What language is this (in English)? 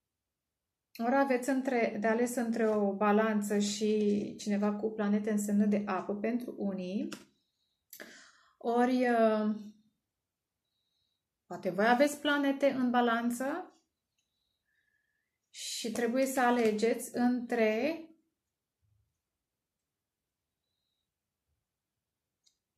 Romanian